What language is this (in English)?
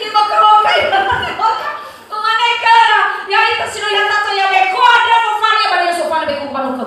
Nias